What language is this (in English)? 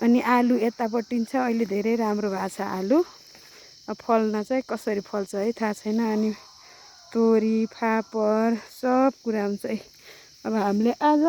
Nepali